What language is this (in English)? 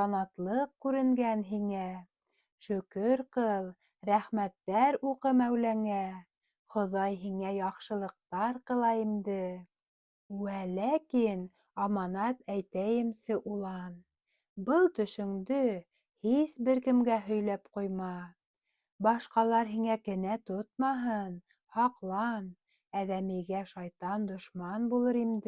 Bashkir